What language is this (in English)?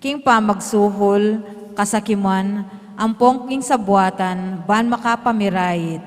Pampanga